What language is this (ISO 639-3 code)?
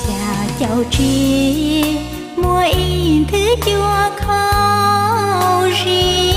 hmn